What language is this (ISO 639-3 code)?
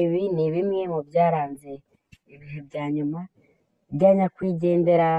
kin